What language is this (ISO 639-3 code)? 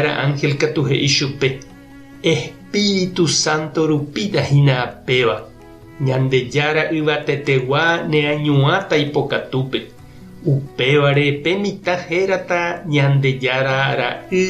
grn